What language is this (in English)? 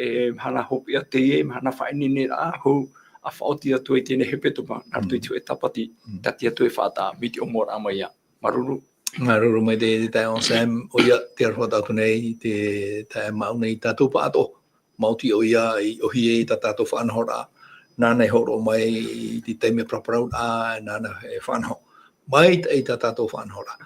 Tahitian